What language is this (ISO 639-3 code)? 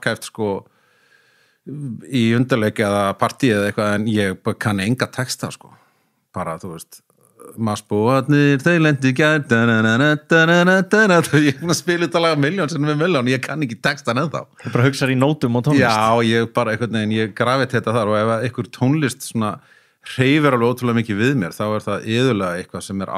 isl